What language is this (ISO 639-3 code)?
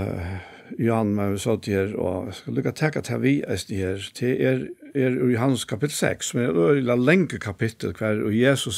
fao